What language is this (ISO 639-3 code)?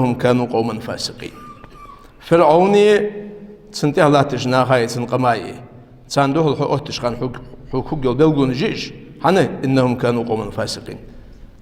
inh